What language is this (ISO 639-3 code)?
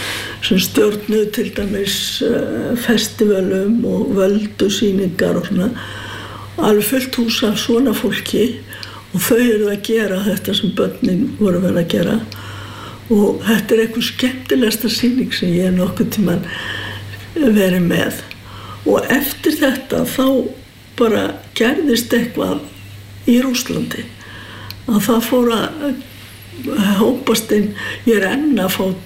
isl